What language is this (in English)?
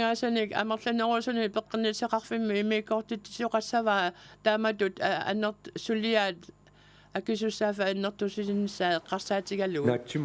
Kalaallisut